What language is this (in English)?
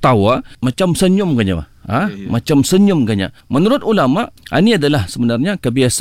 Malay